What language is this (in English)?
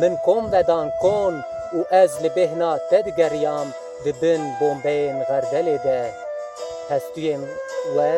Kurdish